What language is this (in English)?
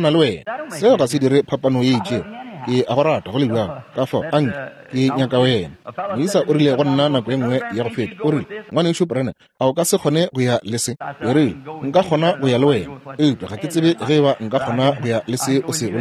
Northern Sotho